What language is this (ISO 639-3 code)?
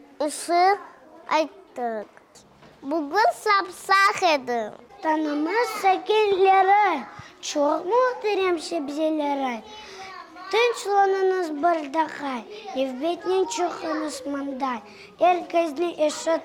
crh